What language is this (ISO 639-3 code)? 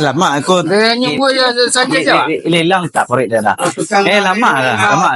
min